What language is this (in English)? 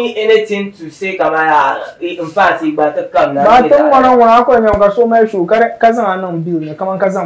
Dagbani